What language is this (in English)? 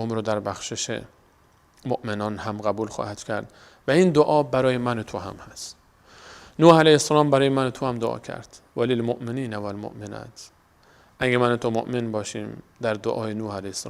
Persian